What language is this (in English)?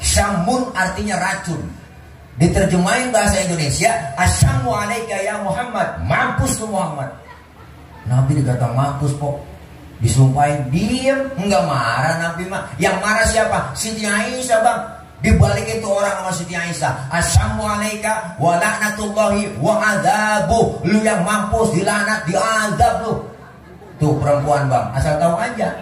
Betawi